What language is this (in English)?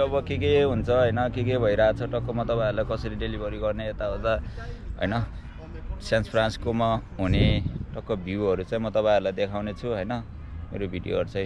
Nepali